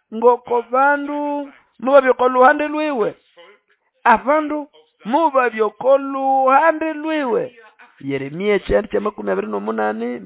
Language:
Nande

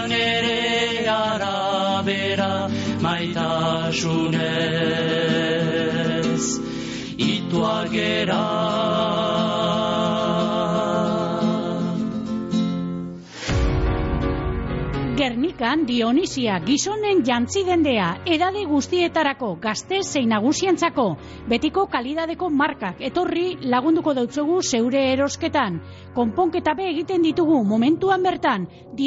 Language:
Basque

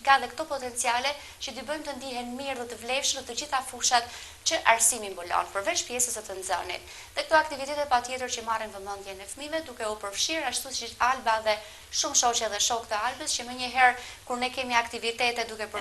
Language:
Albanian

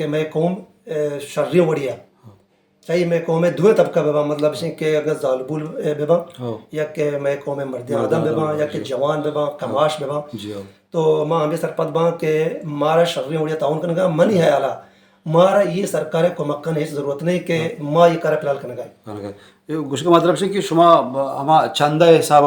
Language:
Baluchi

